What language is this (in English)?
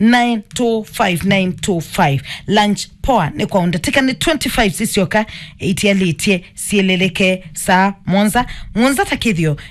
Kamba